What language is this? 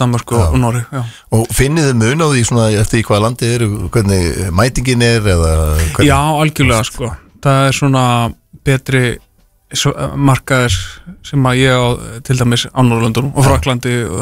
Icelandic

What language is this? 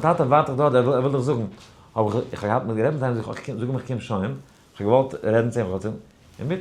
Yiddish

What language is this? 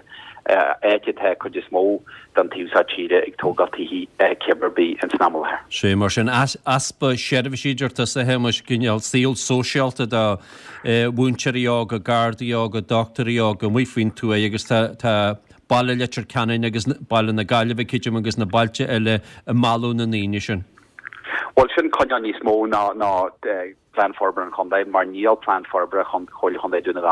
Irish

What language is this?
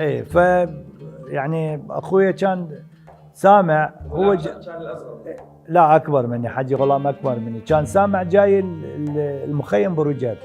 Mesopotamian Arabic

